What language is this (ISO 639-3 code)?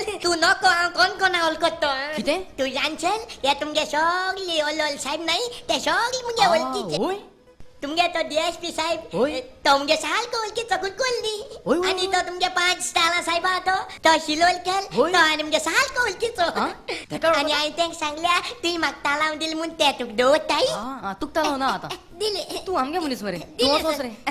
kok